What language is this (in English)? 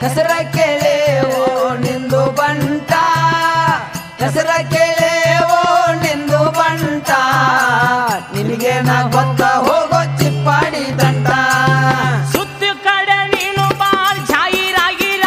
Kannada